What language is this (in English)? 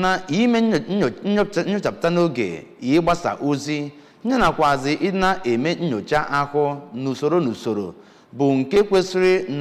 Igbo